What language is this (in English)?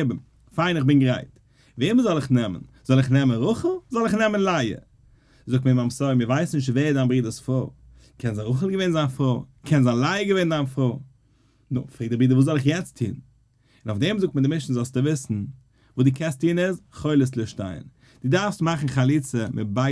Yiddish